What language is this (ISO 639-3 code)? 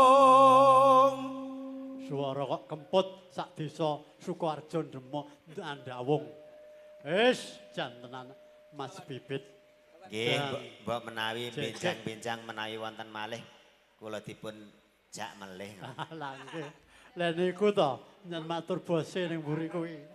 jav